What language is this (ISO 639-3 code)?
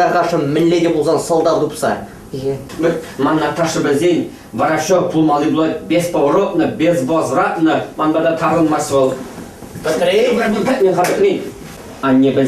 chv